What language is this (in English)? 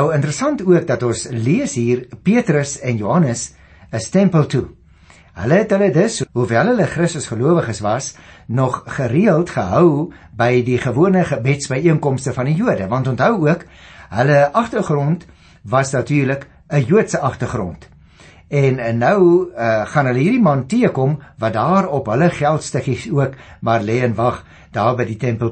Afrikaans